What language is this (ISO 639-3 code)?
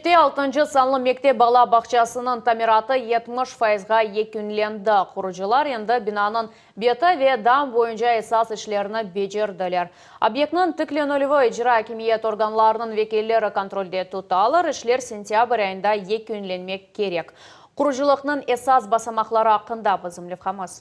crh